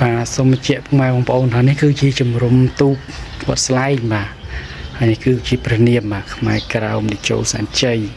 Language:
Khmer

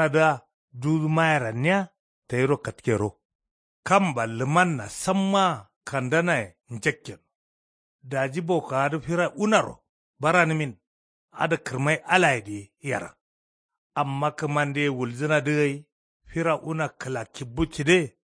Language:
Kanuri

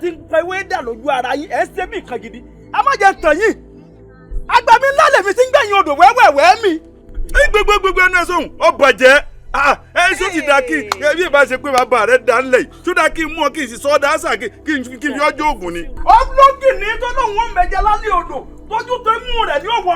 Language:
Yoruba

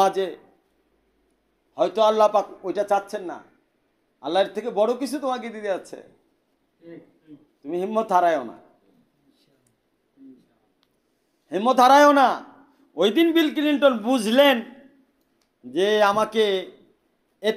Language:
Bangla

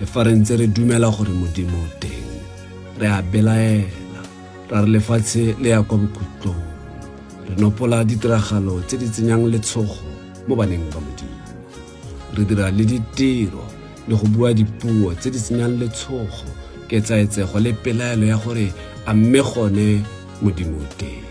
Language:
Tswana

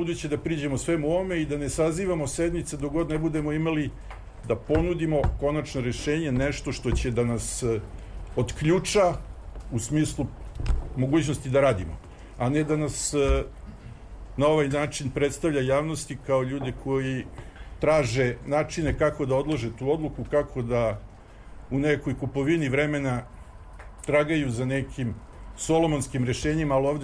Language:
Serbian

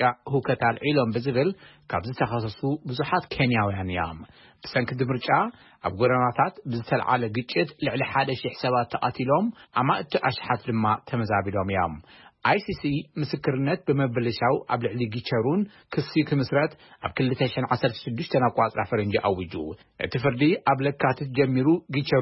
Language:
Tigrinya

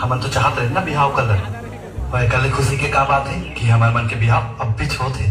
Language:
Chhattisgarhi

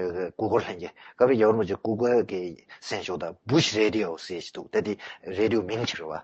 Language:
Tibetan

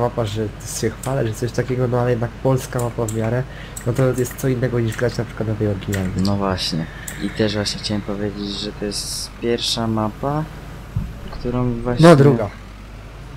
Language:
Polish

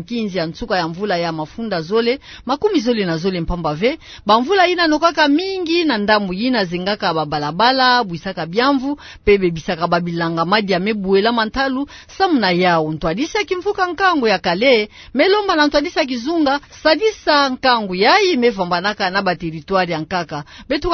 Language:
Kituba (Democratic Republic of Congo)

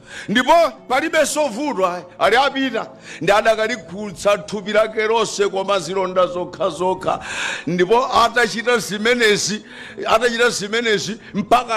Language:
Nyanja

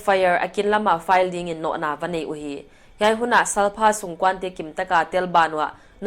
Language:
Paite Chin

